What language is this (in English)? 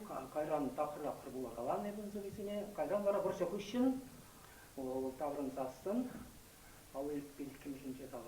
Chuvash